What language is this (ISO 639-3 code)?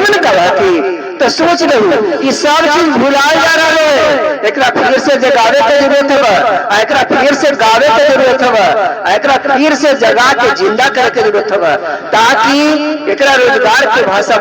mag